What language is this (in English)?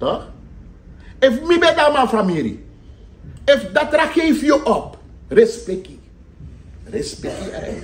Sranan Tongo